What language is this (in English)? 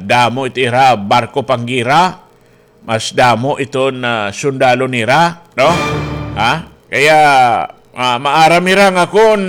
Waray